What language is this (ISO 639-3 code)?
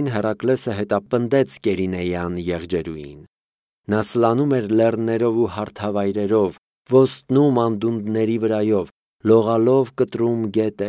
hye